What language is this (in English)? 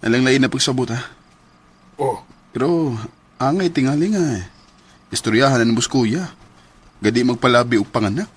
Cebuano